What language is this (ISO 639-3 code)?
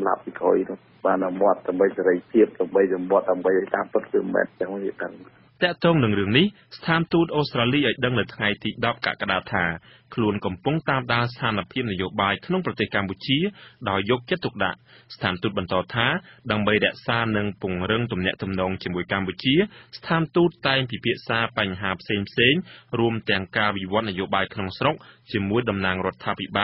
khm